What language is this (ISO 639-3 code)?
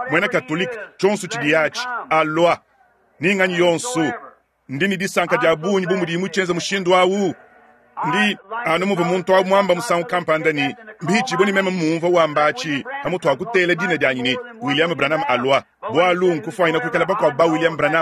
lua